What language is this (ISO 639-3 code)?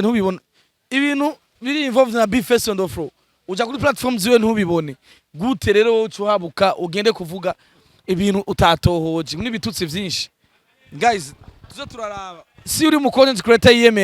run